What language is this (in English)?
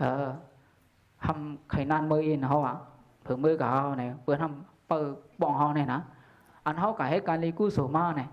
Shan